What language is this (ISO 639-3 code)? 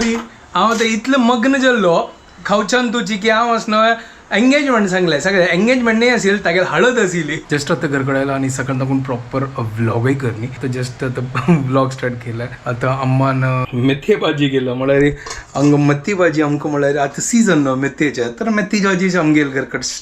kok